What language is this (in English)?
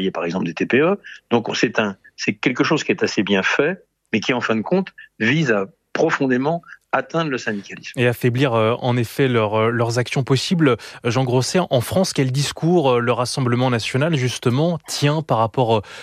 French